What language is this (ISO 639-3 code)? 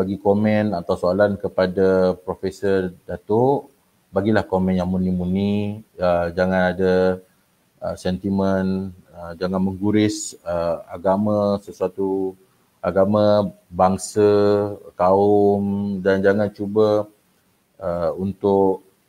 msa